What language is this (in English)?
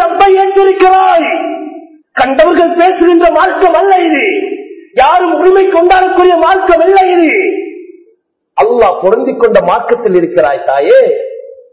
Tamil